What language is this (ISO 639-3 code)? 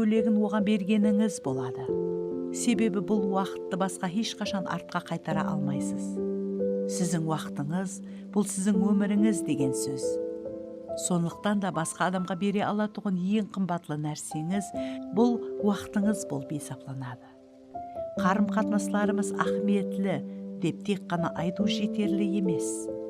kaa